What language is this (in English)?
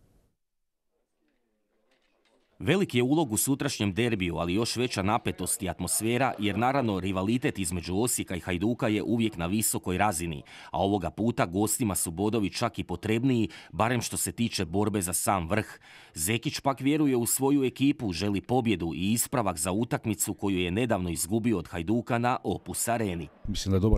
Croatian